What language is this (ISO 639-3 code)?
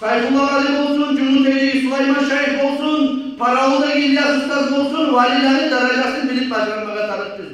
kum